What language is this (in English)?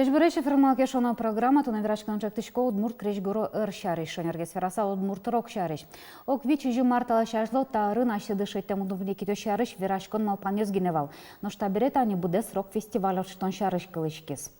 Udmurt